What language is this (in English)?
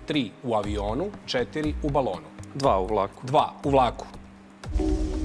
Croatian